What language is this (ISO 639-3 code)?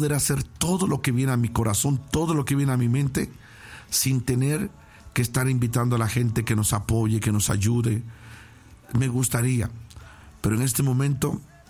spa